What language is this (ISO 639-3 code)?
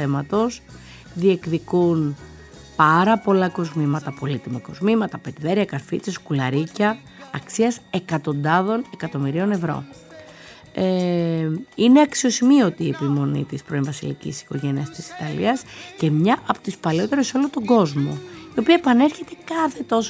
ell